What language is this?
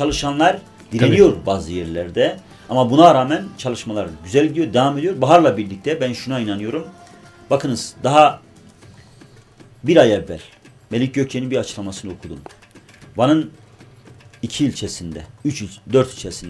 Turkish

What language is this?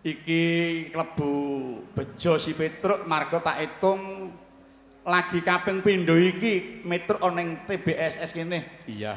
Javanese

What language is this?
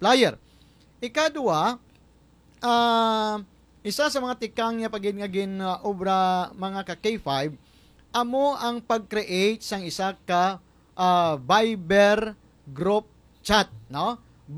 Hiligaynon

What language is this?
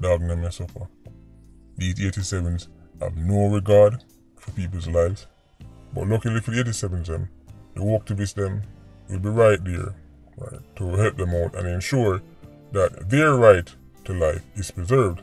Jamaican Creole English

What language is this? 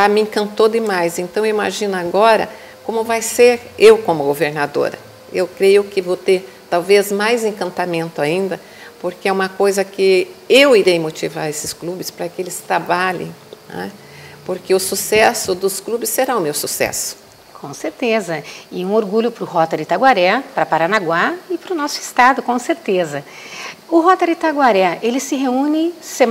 Portuguese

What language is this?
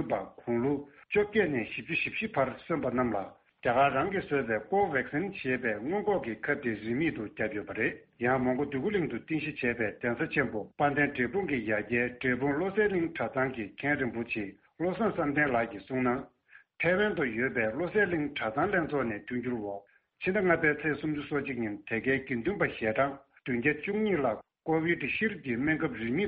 Tibetan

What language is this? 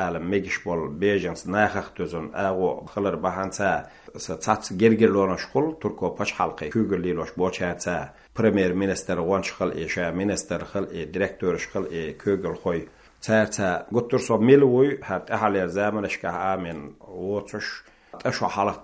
Chechen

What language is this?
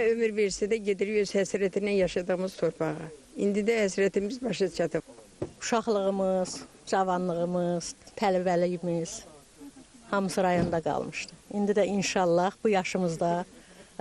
Azerbaijani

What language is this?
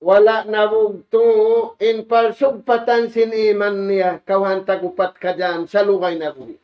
Tausug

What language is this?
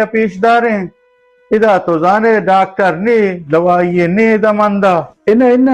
Baluchi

